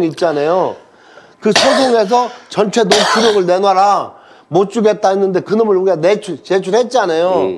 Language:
Korean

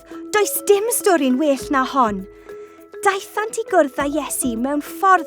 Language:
Welsh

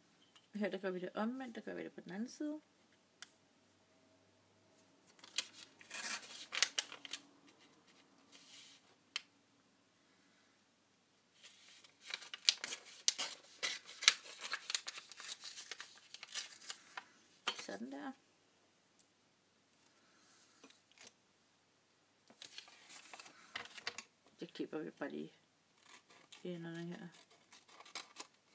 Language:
Danish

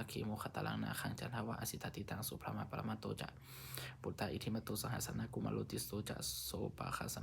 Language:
Pali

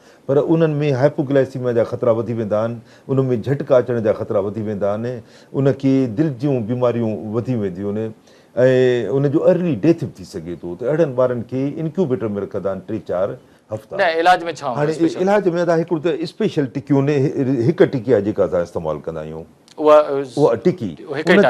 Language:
Sindhi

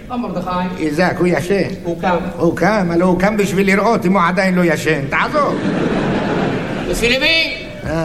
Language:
Hebrew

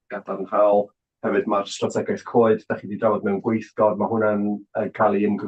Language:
Welsh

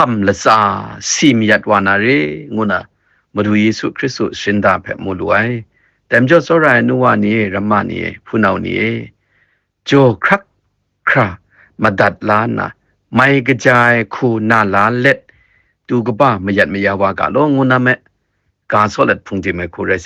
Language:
Kachin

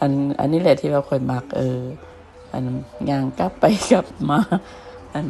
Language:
Lao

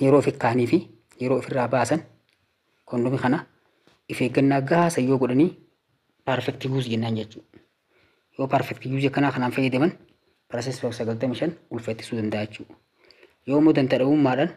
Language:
Oromo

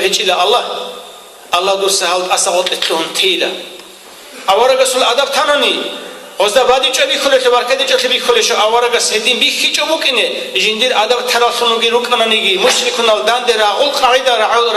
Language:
Avaric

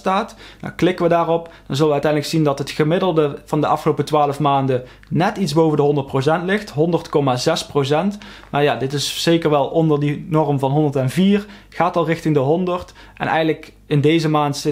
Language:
Dutch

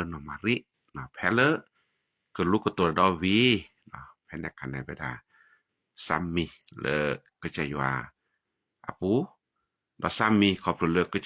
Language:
S'gaw Karen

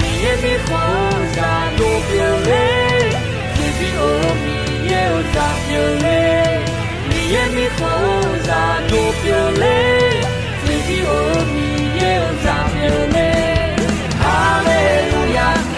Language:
Akha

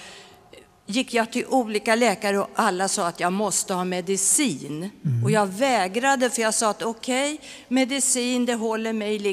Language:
Swedish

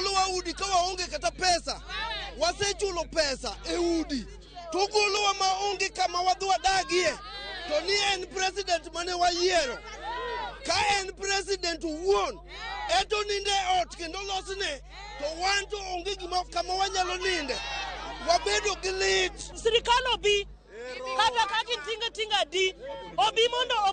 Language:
Luo (Kenya and Tanzania)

